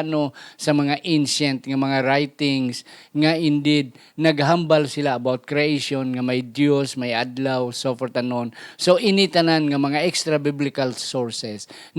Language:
Hiligaynon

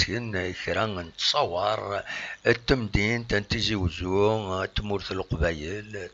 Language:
Kabyle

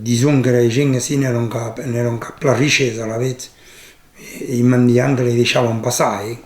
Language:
Occitan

